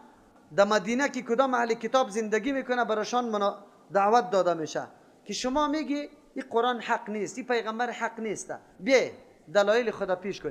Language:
Persian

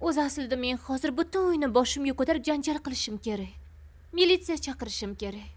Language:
Uzbek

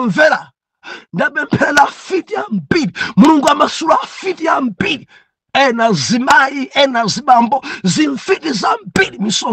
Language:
Nyanja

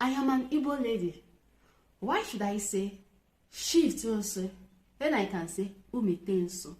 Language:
Igbo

